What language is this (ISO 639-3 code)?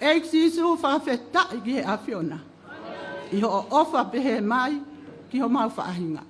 ton